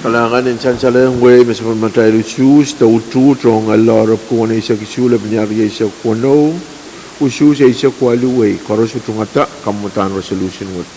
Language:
Pohnpeian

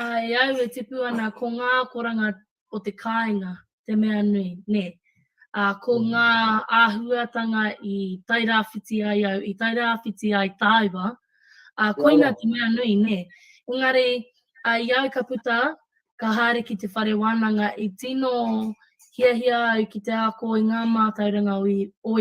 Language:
Māori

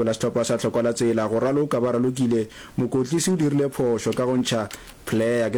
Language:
Northern Sotho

